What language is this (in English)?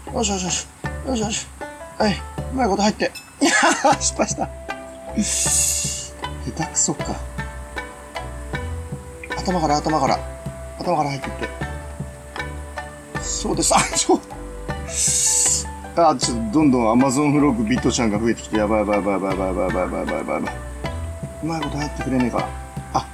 Japanese